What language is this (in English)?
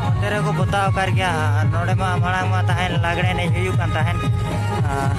Santali